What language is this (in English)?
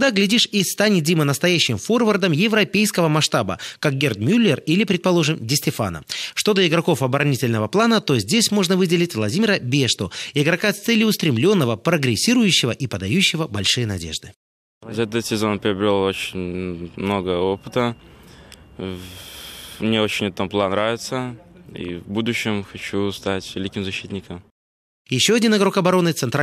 Russian